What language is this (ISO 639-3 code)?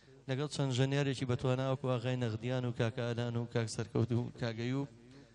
ckb